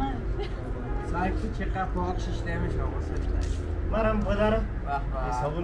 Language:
Persian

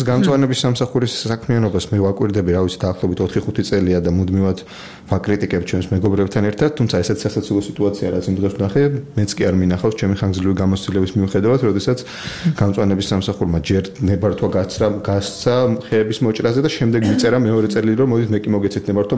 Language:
Georgian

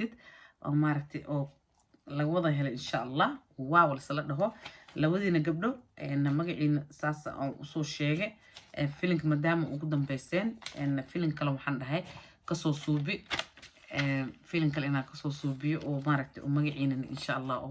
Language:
Somali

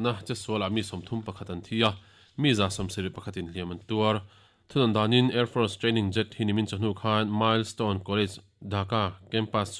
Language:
Mizo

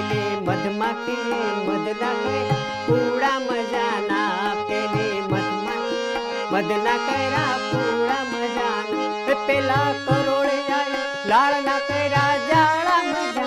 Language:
Gujarati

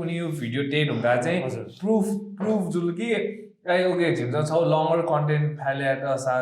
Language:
Newari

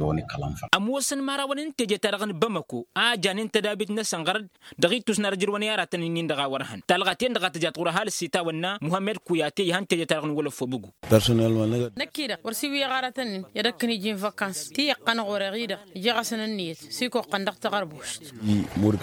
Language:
Tamasheq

